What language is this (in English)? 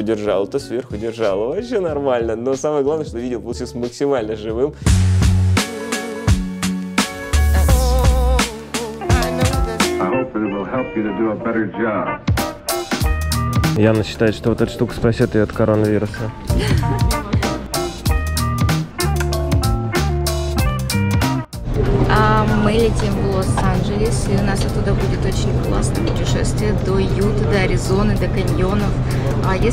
Russian